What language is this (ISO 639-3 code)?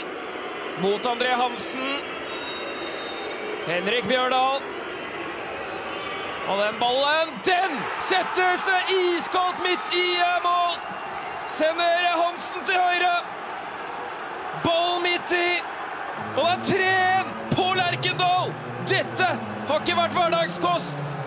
nor